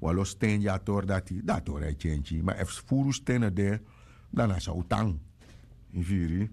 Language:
Sranan Tongo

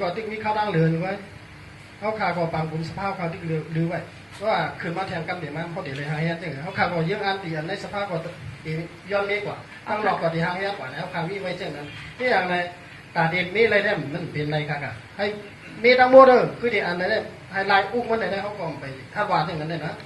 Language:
Shan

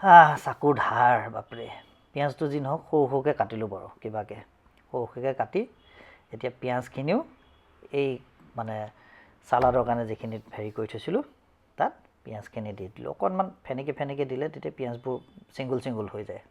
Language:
Assamese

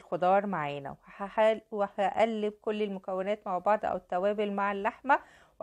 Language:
Egyptian Arabic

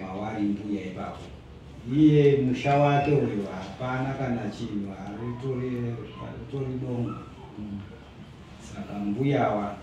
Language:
Shona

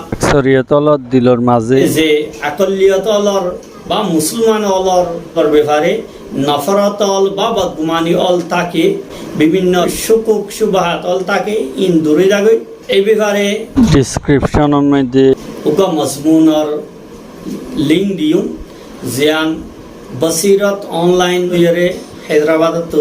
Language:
Rohingya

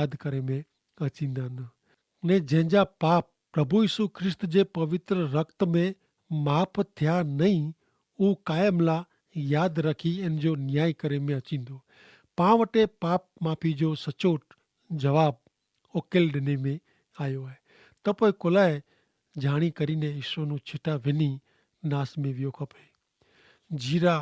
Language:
Kachhi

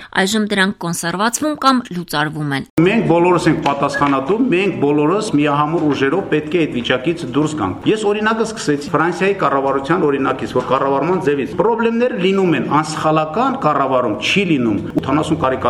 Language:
Armenian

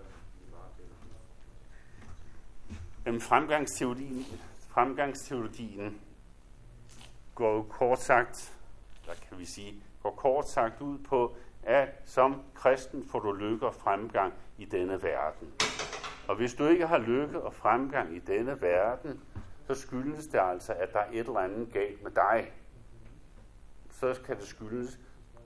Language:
Danish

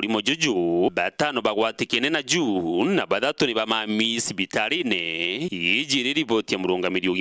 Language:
Meru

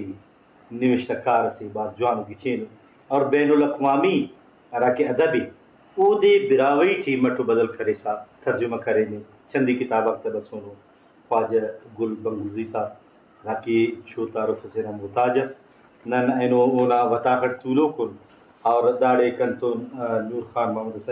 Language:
Brahui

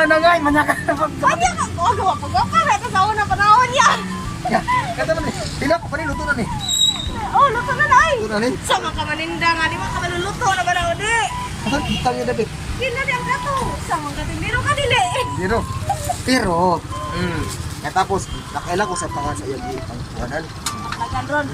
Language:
Cebuano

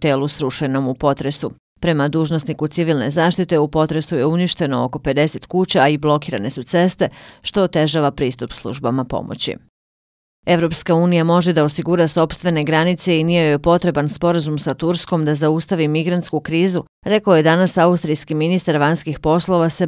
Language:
Bosnian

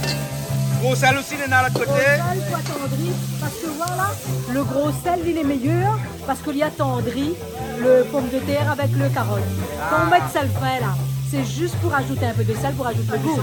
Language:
Réunion Creole French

